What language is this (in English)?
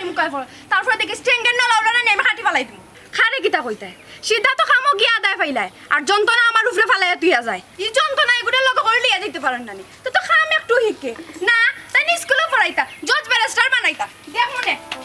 Sylheti